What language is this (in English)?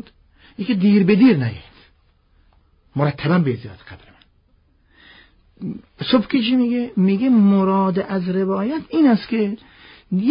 Persian